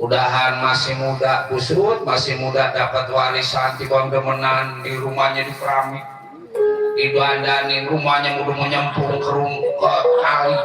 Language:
Betawi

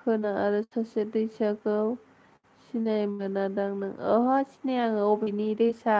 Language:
Bodo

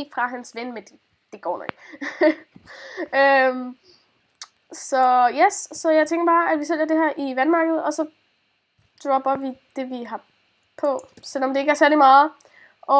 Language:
Danish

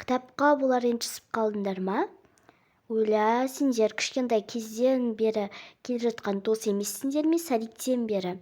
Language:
Kazakh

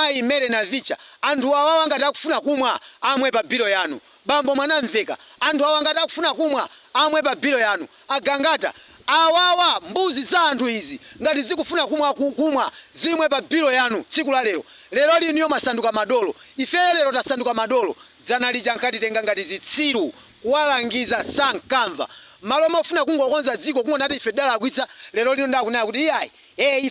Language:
Nyanja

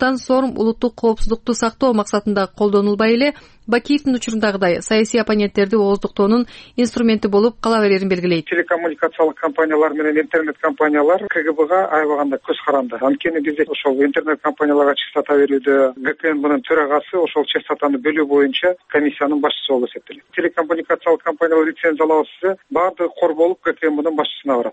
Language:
Kyrgyz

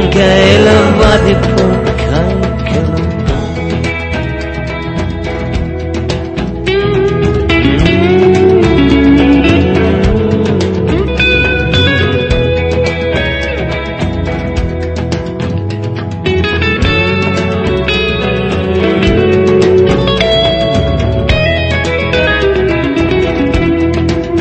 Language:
Danish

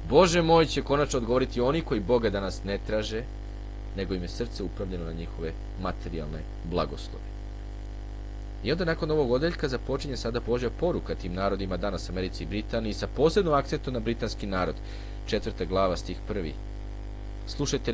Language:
Serbian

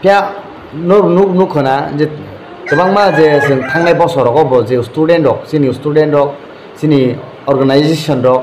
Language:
Kok Borok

